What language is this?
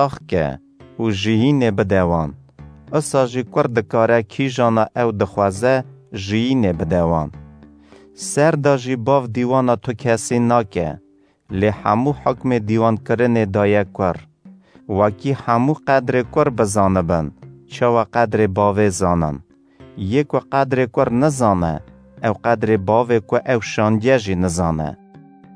Kurdish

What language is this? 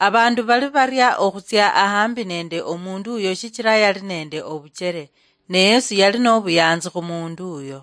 Luyia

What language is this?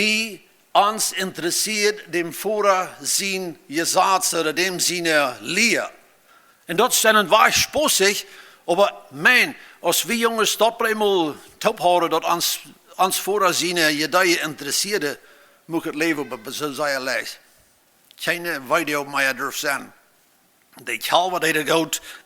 Plautdietsch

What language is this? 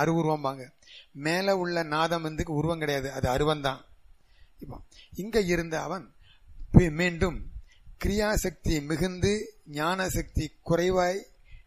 Tamil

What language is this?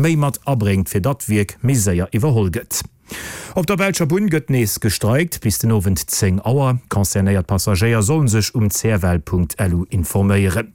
Luxembourgish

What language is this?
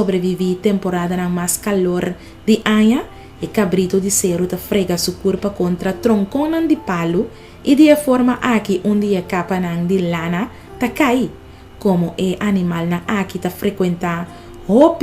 Papiamento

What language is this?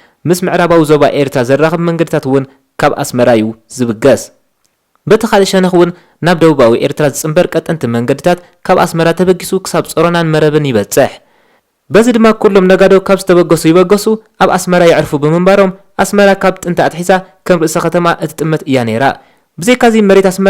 Tigrinya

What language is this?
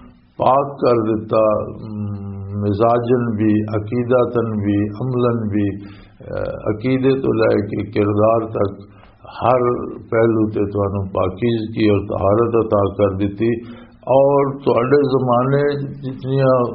Western Panjabi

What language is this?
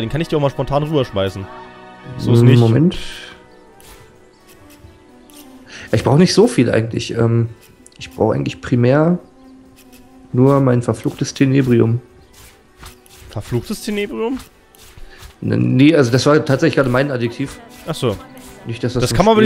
German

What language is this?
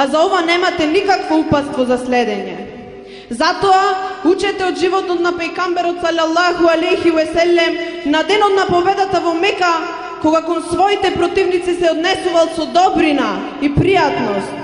Macedonian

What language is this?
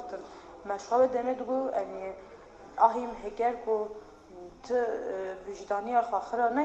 Kurdish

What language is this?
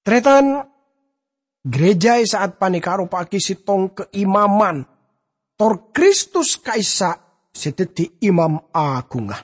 Madurese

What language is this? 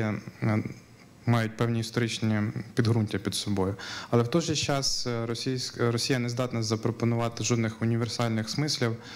Ukrainian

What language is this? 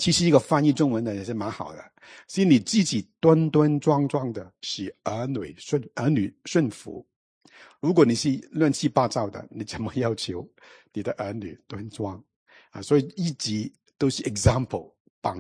Chinese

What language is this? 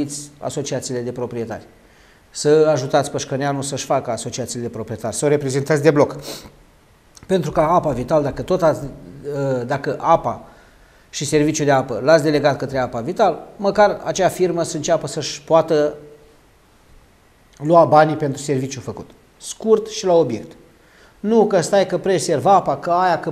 Romanian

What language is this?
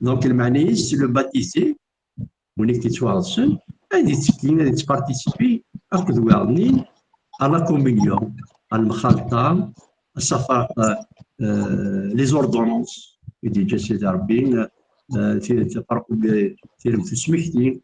Kabyle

